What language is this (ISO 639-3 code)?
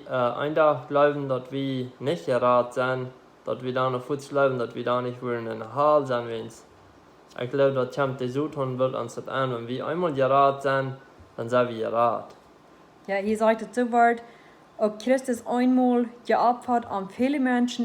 pdt